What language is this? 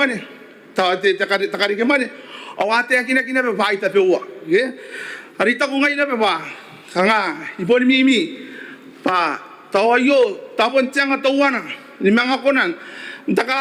Gilbertese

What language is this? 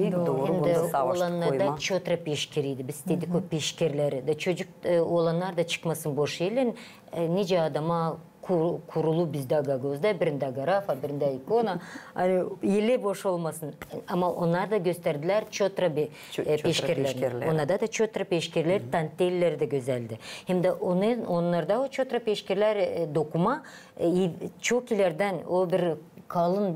Gagauz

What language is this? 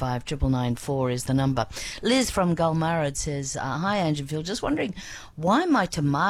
English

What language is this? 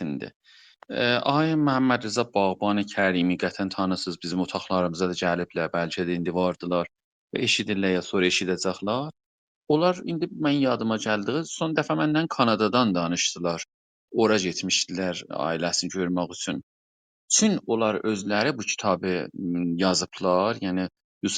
South Azerbaijani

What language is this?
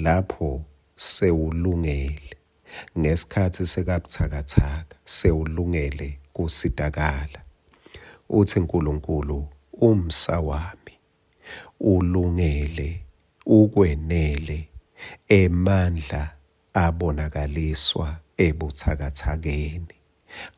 Swati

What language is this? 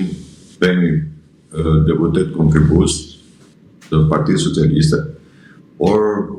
Albanian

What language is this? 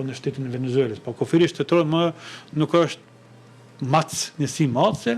Albanian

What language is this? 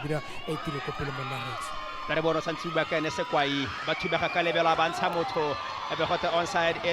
Tswana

